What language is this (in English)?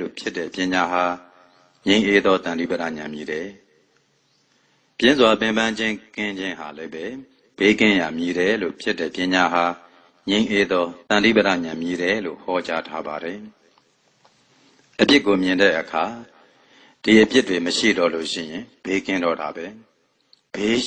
Burmese